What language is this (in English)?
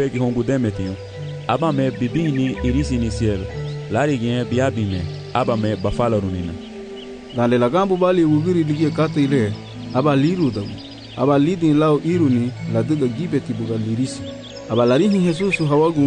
Garifuna